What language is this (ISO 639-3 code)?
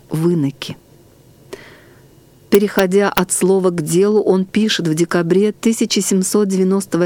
rus